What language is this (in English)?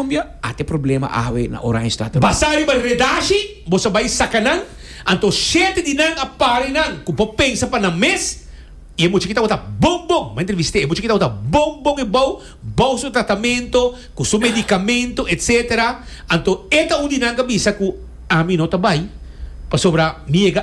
Papiamento